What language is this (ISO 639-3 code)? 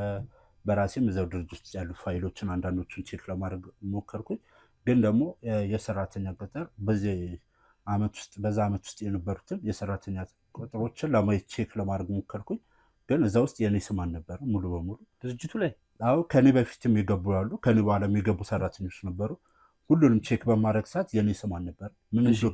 amh